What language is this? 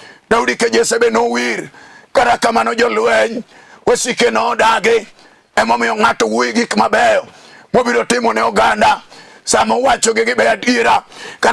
Luo (Kenya and Tanzania)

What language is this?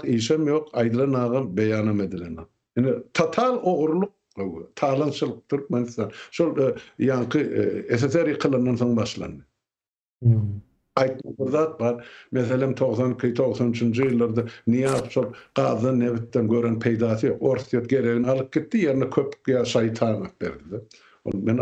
Turkmen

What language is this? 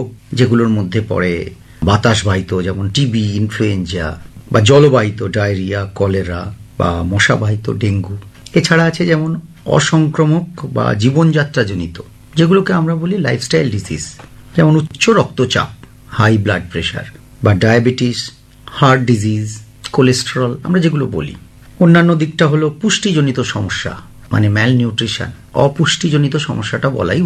Bangla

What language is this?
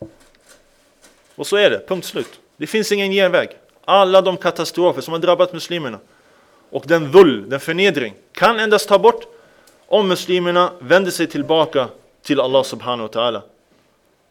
Swedish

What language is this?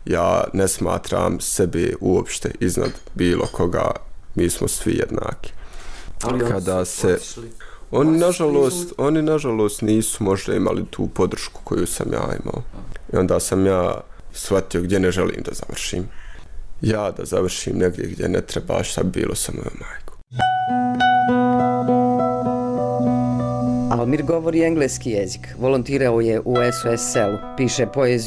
Bosnian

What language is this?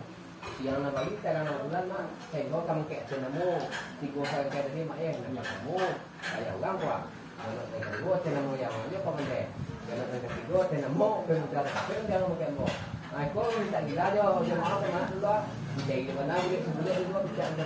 Minangkabau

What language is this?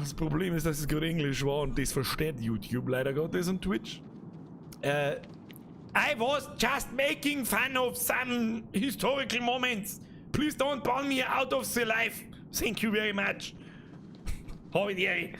Bavarian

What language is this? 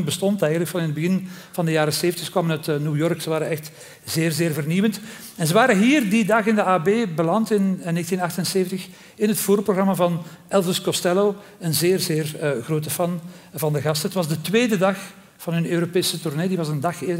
Dutch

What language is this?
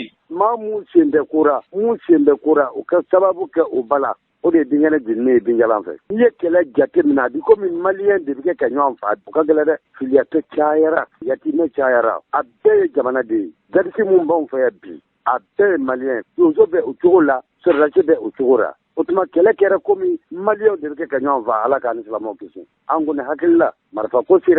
Bambara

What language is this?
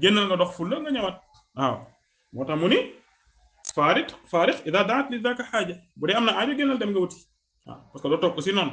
Wolof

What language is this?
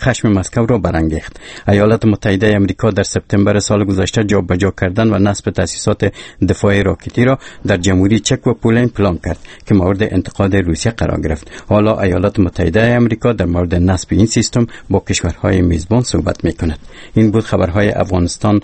Persian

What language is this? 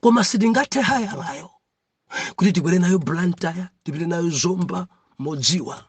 Nyanja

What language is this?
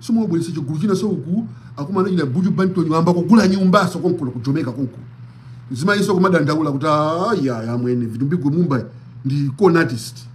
Nyanja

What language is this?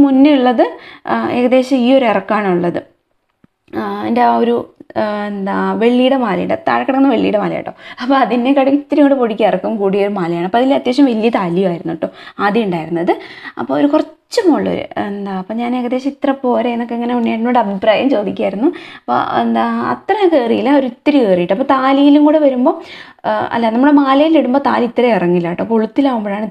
Malayalam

